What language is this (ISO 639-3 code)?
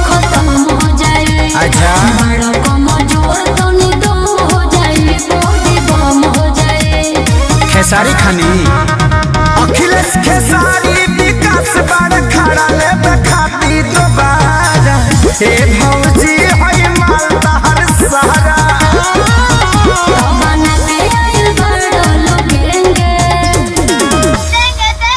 bho